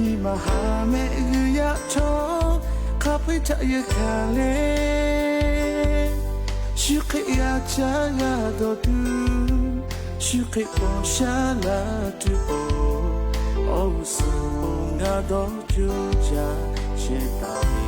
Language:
Lahu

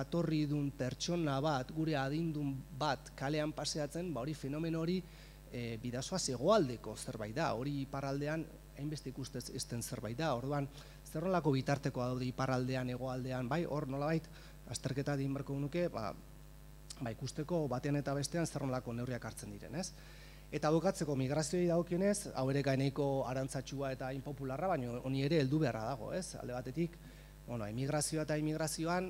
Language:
Basque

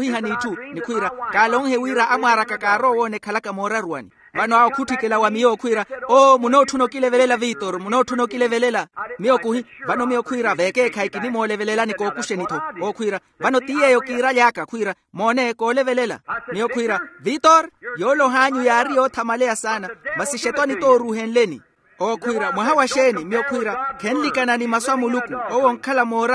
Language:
Makhuwa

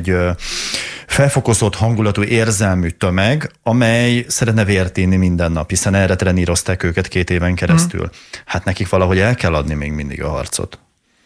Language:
Hungarian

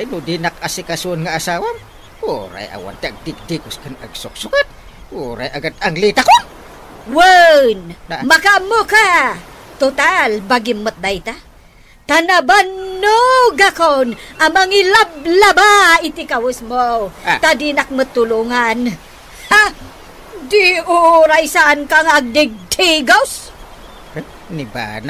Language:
Iloko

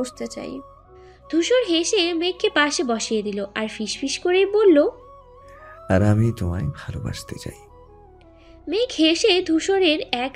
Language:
Bangla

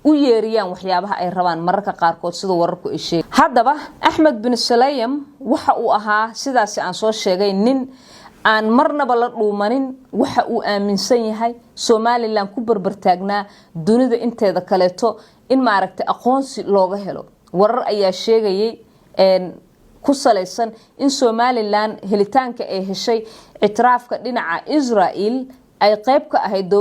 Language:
Somali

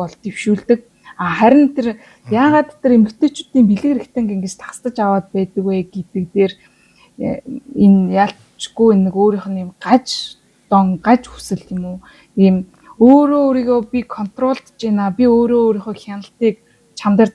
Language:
Mongolian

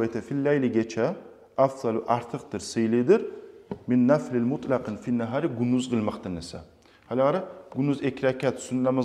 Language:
Kumyk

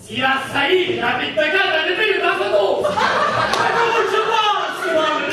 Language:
Sicilian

